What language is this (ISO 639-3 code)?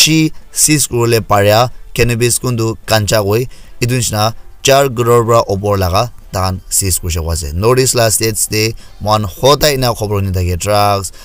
nag